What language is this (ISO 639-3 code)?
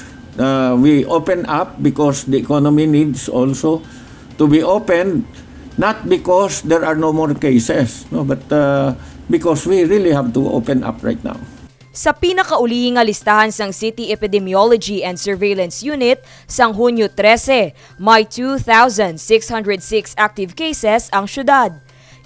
hil